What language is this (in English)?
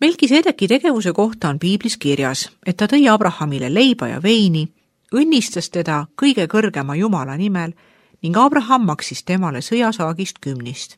Estonian